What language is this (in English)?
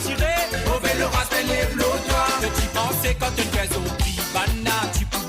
Morisyen